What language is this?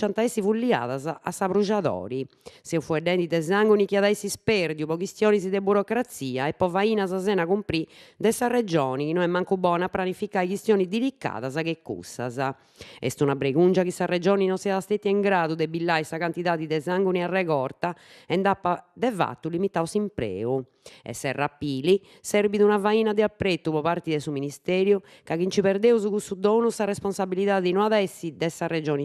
Sardinian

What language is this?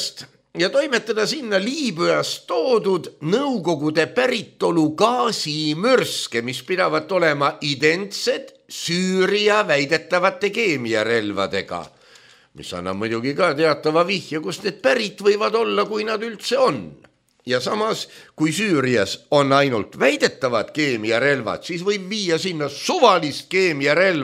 Estonian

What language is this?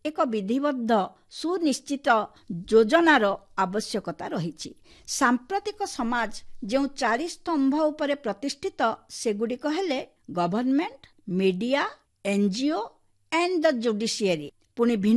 Odia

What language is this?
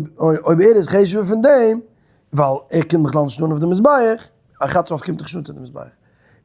Yiddish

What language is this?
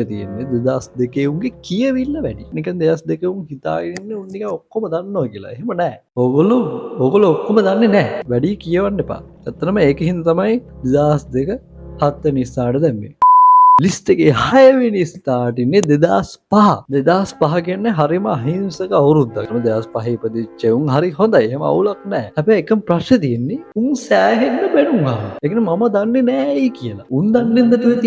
Sinhala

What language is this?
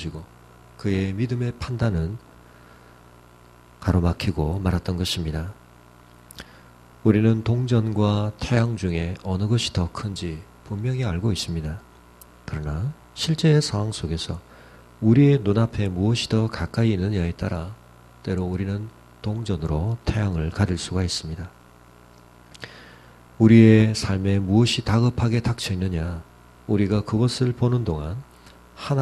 Korean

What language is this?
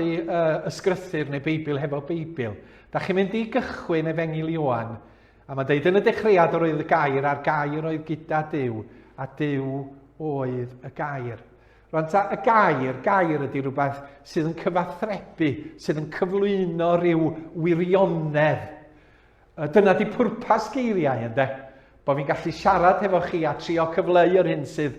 Welsh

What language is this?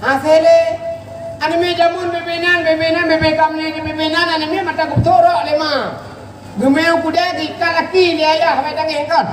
Achinese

